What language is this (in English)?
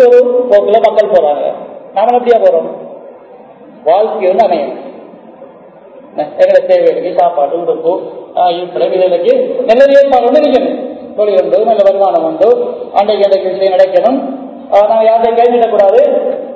Tamil